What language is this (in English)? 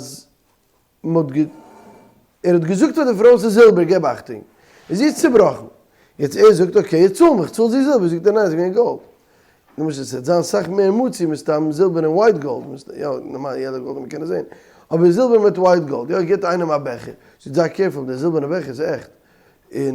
Yiddish